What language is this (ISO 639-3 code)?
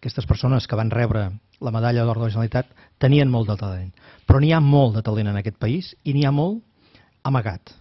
cat